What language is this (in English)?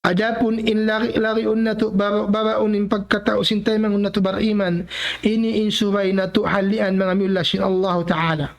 Tausug